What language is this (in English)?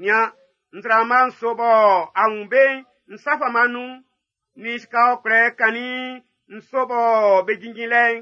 Baoulé